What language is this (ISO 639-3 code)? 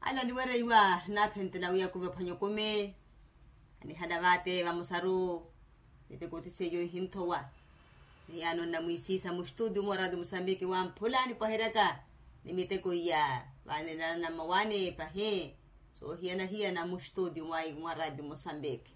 vmw